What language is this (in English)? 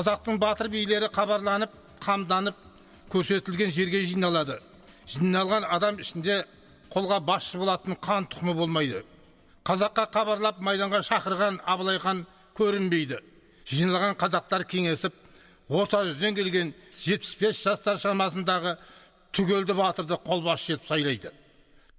Kazakh